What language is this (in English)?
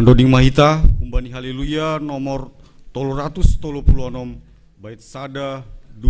Batak Simalungun